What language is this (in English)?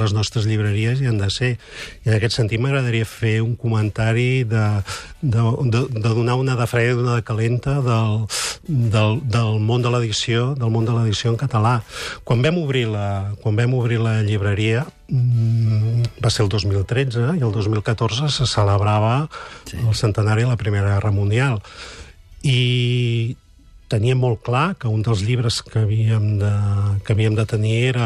Catalan